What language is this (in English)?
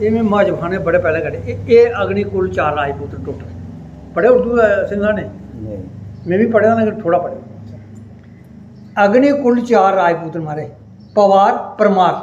Dogri